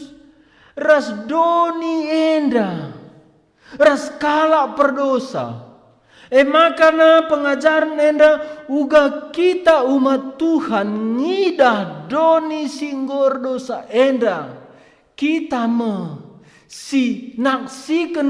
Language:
Batak Karo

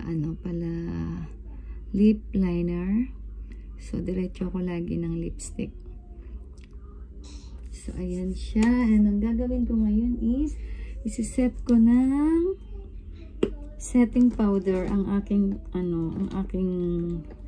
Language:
Filipino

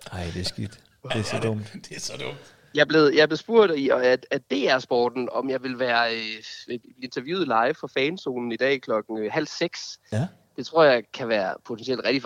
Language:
Danish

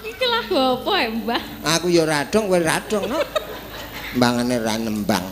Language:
Javanese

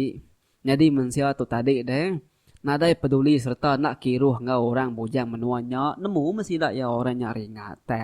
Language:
Iban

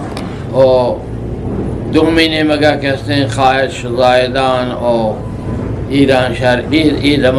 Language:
Eastern Balochi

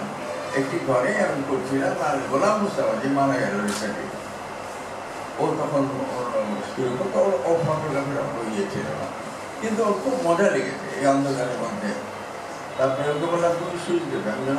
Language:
Bangla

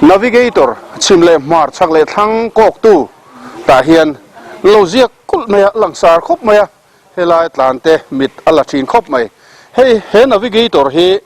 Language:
Mizo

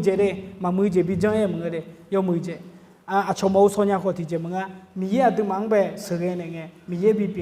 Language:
Akha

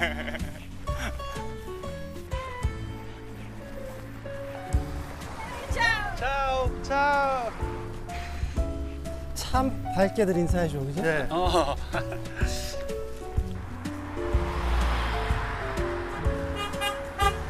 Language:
Korean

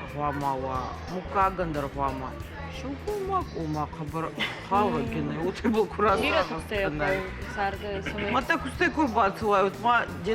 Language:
Ossetic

